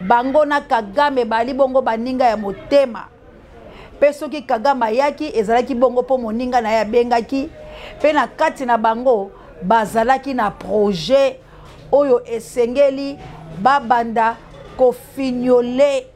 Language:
Lingala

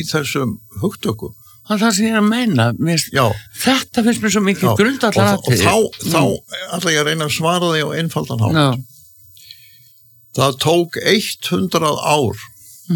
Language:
Icelandic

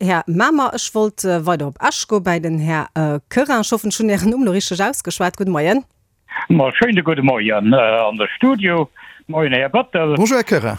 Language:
Luxembourgish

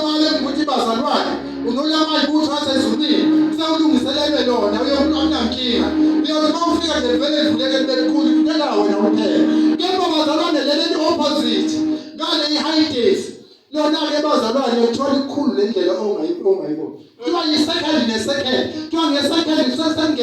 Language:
Zulu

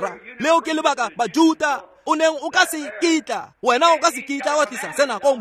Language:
Tswana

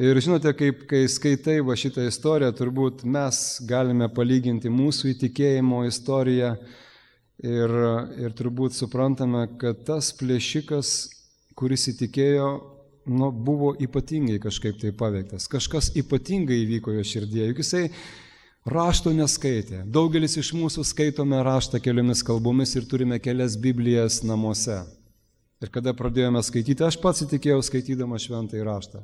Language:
Lithuanian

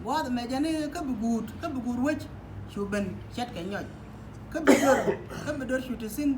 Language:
Nuer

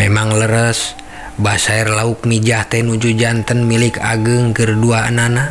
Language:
Sundanese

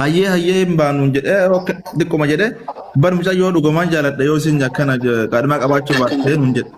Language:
Oromo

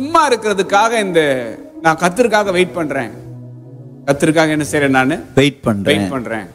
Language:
Tamil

